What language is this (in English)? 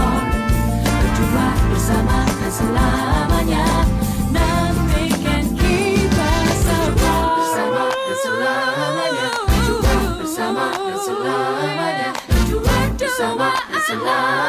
Indonesian